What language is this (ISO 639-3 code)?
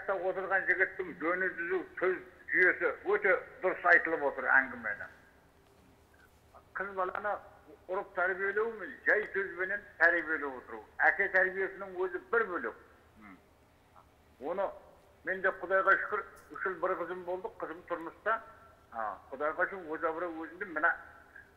kaz